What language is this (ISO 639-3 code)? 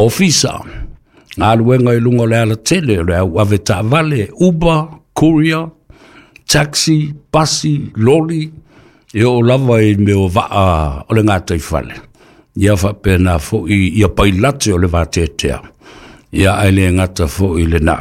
smo